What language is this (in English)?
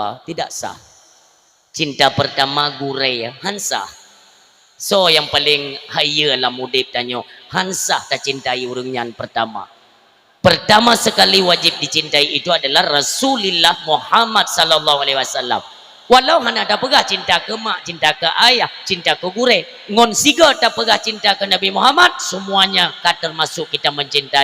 Achinese